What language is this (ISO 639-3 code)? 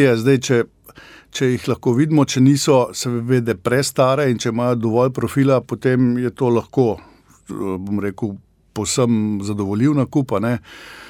slv